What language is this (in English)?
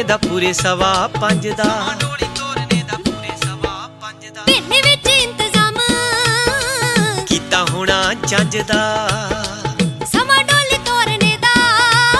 Punjabi